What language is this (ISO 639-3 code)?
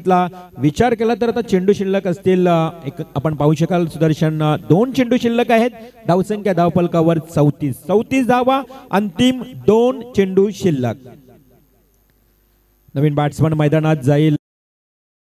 mar